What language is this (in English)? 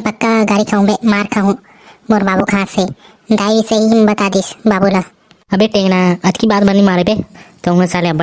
Chhattisgarhi